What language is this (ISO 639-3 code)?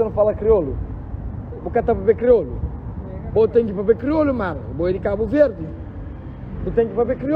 kea